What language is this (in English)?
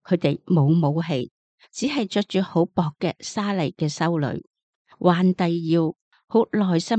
Cantonese